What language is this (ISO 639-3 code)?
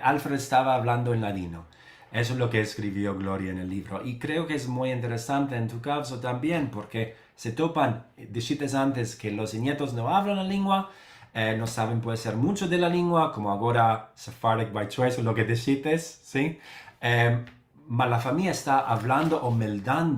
lad